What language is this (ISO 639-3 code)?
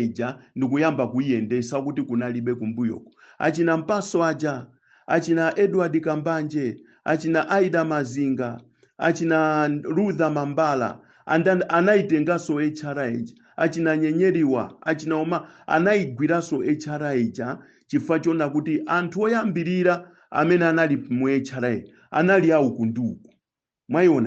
nya